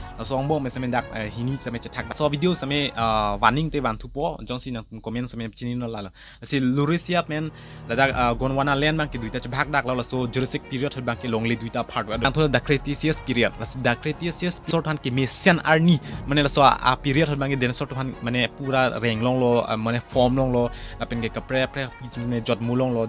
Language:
Karbi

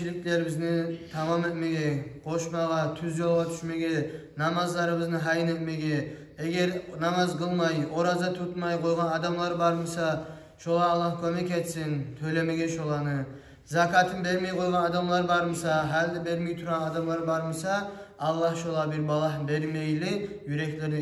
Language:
Kumyk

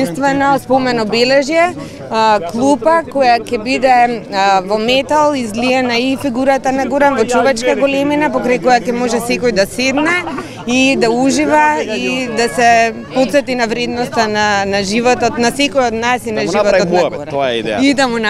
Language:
Macedonian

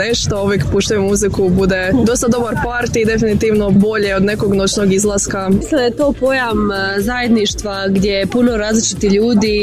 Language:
Croatian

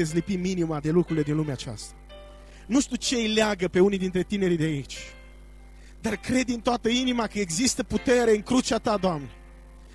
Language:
Romanian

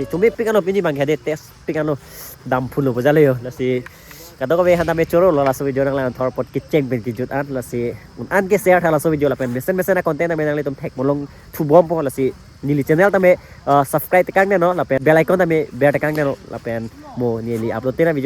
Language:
Karbi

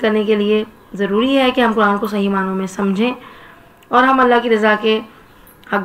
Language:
Urdu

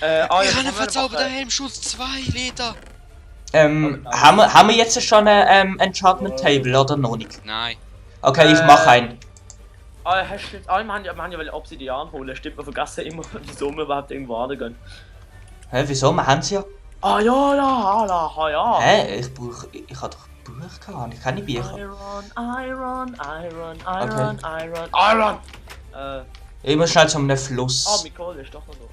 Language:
Swiss German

